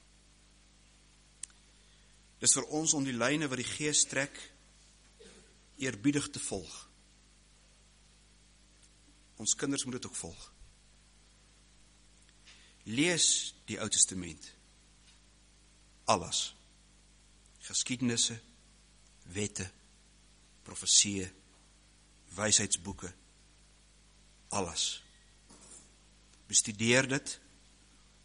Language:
Afrikaans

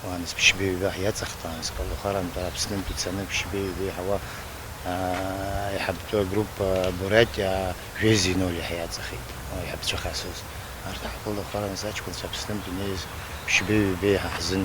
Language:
Abkhazian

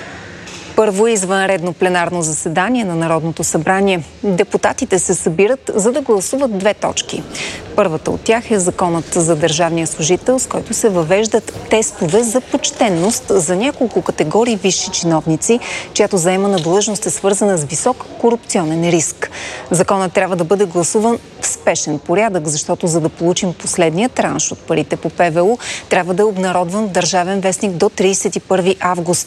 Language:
Bulgarian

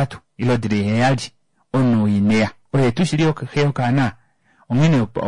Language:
Kuanyama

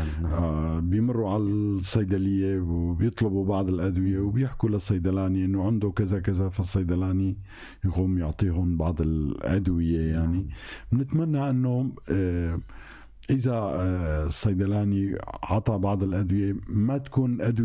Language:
North Levantine Arabic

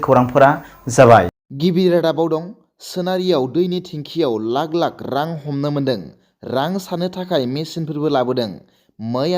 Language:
Bodo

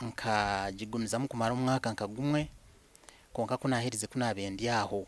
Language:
Nyankole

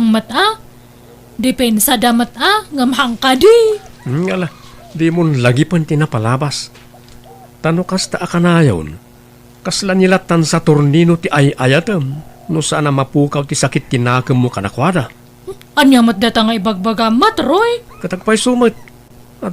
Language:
Iloko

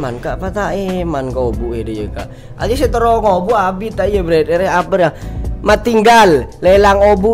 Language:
Madurese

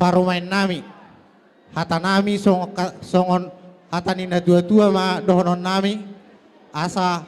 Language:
Batak Toba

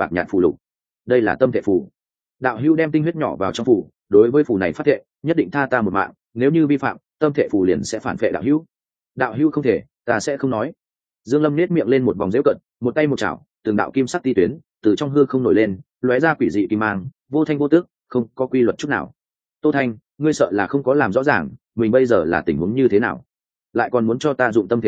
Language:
Vietnamese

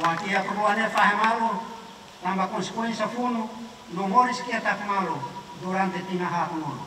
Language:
Tetum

